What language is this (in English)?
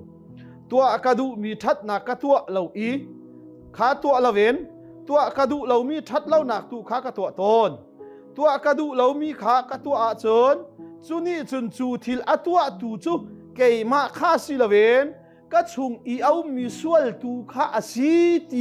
Hakha Chin